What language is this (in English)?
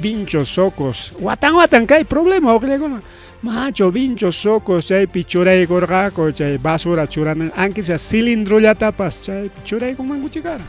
Ayacucho Quechua